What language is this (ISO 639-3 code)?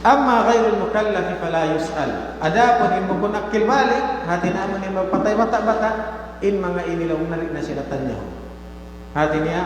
tsg